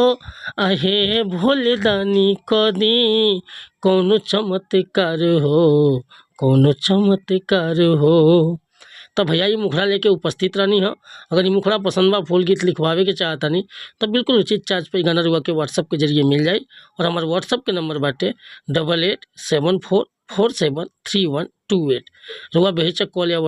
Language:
Bhojpuri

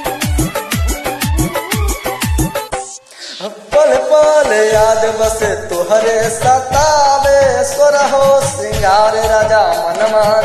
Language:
Bhojpuri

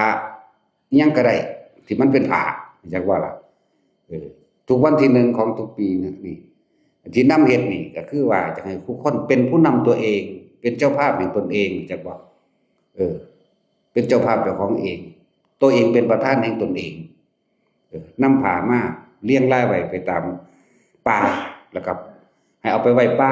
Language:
Northeastern Thai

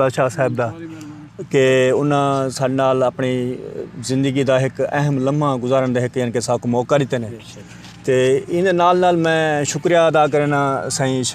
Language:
Saraiki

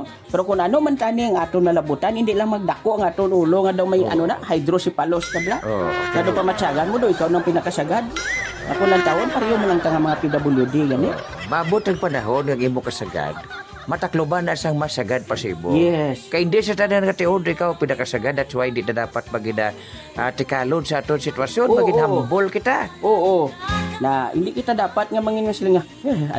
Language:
Hiligaynon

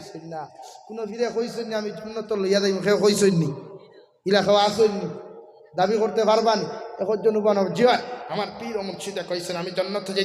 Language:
Sylheti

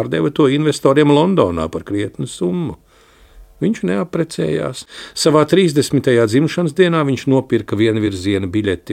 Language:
Latvian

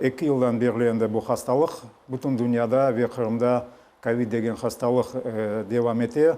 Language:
Crimean Tatar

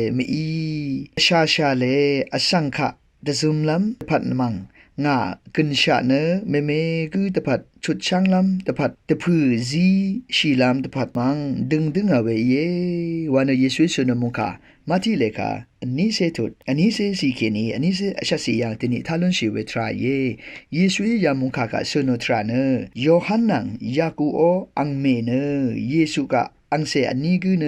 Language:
Rawang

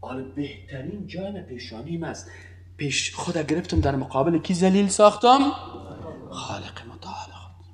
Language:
Persian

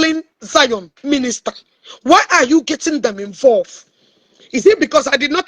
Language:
Igbo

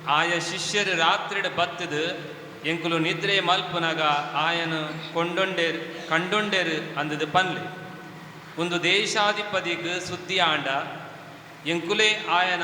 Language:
Tulu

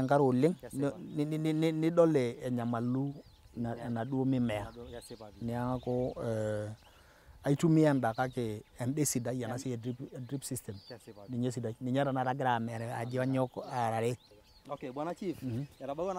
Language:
Masai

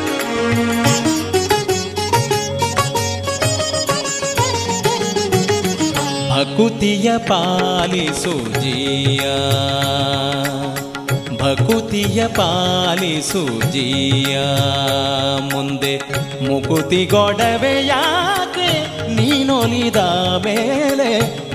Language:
Kannada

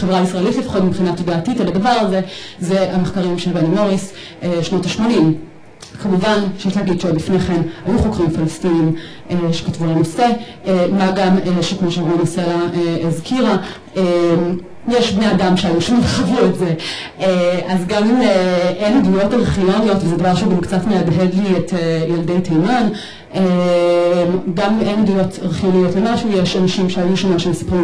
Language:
Hebrew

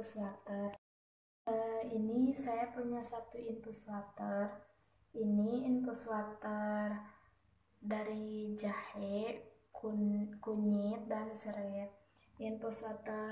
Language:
Indonesian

